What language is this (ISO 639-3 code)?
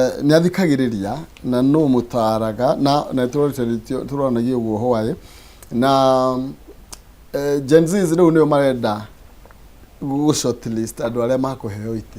kik